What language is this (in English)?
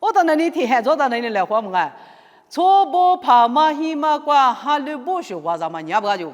Lisu